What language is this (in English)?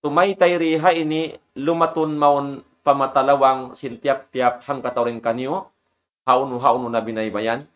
Tausug